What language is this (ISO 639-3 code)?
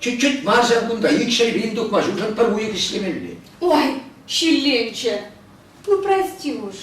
chv